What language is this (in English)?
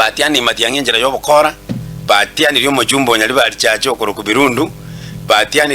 Gusii